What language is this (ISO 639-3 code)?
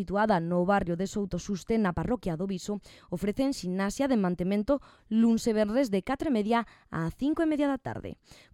glg